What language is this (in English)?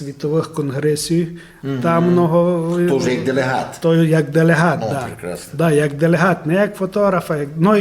Rusyn